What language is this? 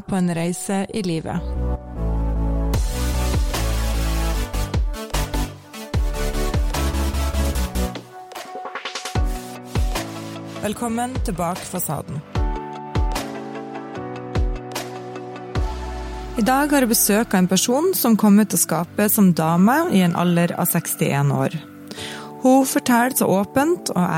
Norwegian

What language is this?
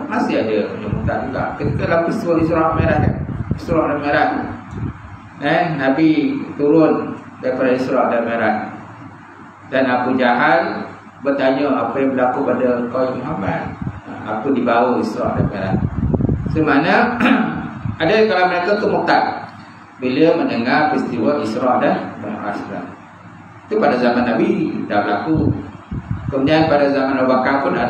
Malay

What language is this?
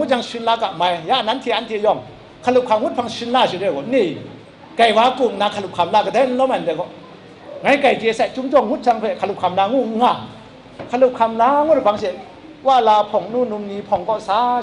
Kachin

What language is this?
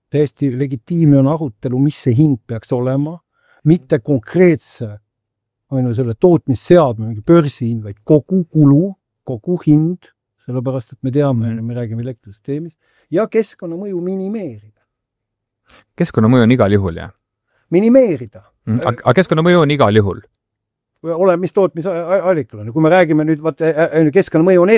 Estonian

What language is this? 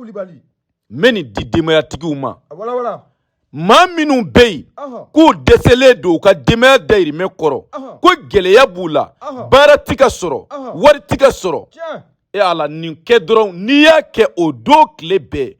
Bambara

